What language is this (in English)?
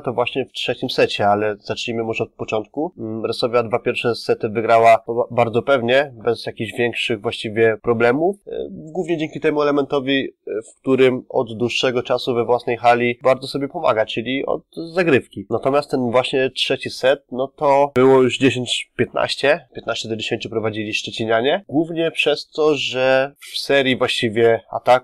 Polish